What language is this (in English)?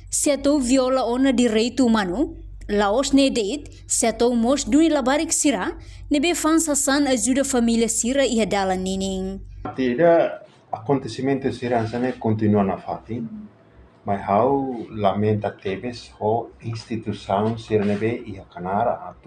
Tetum